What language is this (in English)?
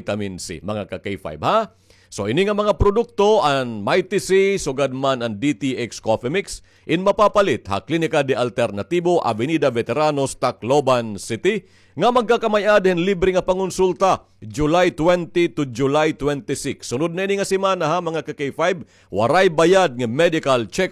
Waray